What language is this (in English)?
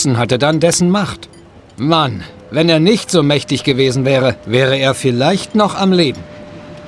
Bavarian